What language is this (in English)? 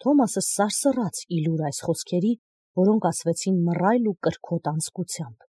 Armenian